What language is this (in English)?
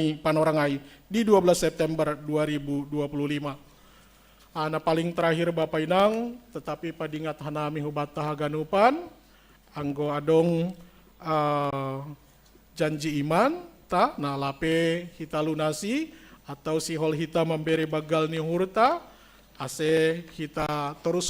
Batak Simalungun